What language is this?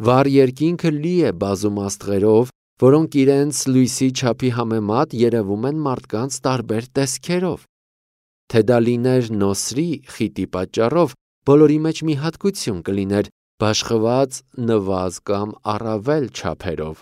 Armenian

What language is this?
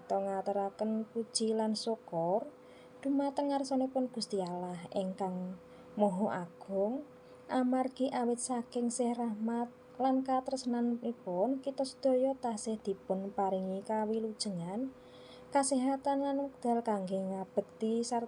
Javanese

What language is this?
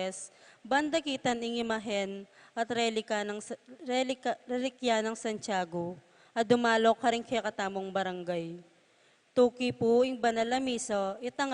Pampanga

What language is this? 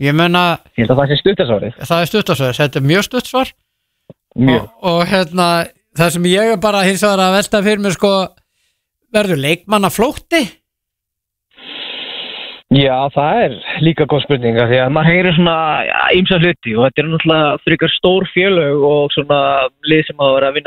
Icelandic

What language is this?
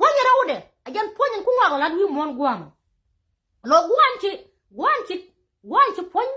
Nuer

